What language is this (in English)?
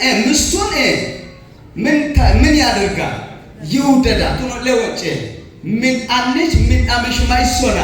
Amharic